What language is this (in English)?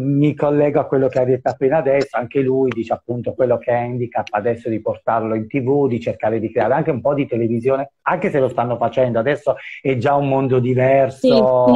Italian